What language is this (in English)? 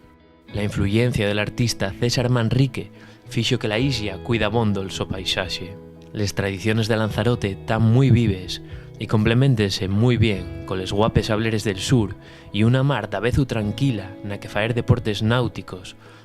Asturian